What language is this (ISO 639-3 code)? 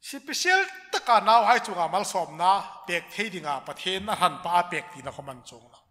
hmr